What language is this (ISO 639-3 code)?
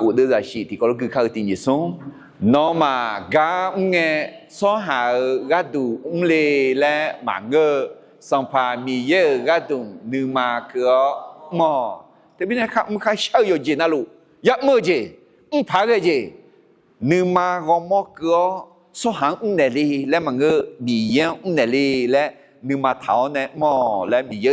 ahk